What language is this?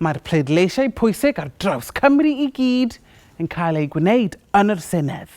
Welsh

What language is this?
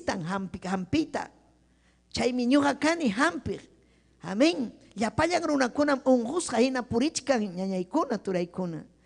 Ayacucho Quechua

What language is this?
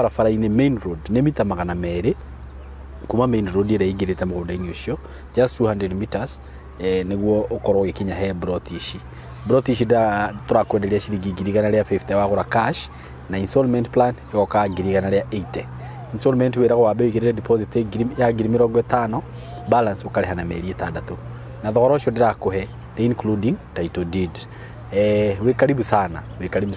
Kikuyu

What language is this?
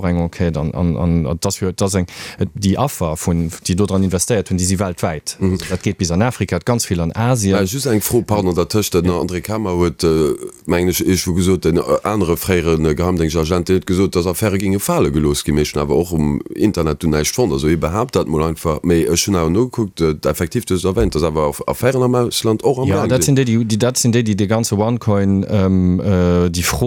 Luxembourgish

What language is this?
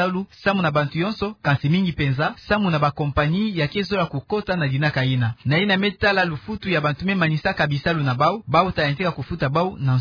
Kituba (Democratic Republic of Congo)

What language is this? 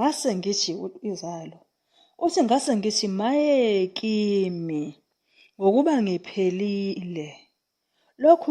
Zulu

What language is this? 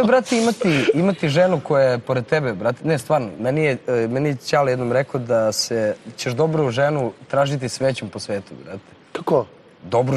Serbian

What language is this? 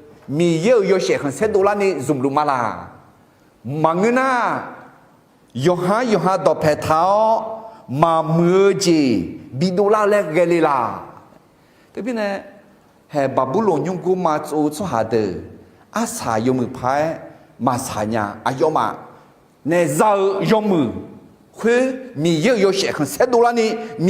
Akha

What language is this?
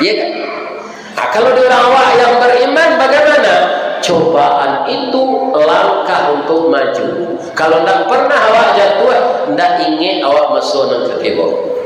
Minangkabau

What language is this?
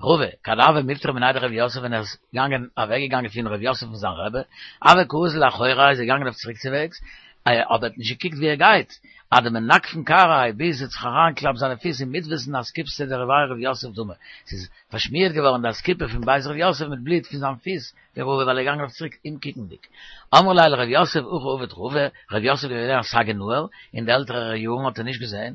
Yiddish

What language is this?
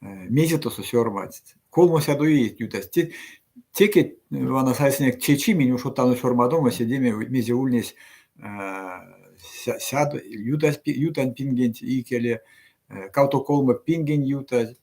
Erzya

